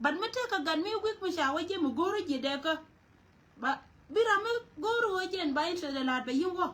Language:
Nuer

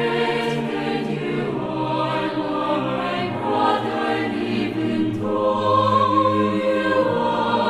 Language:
South Bolivian Quechua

